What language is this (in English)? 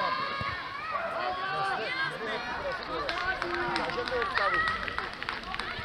Slovak